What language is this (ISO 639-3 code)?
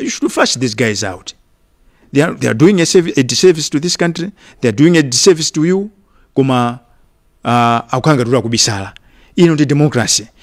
nya